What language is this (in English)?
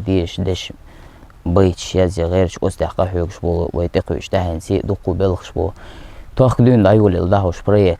Chechen